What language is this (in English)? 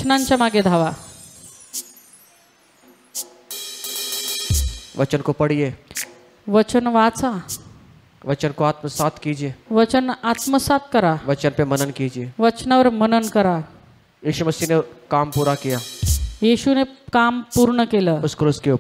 Marathi